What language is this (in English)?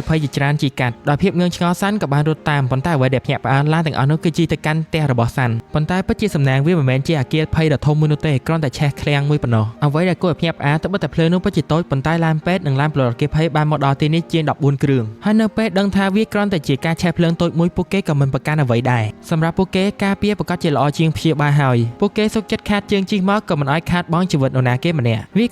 Khmer